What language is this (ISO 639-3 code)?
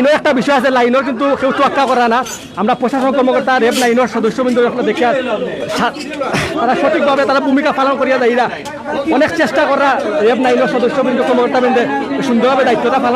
syl